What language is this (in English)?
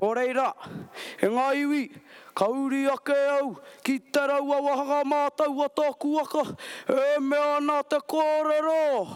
Māori